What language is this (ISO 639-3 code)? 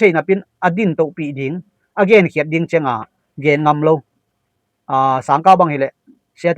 ctd